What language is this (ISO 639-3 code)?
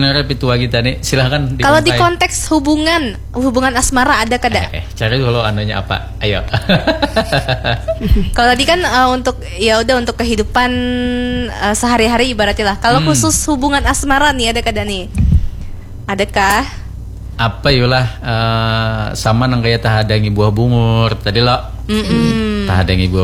bjn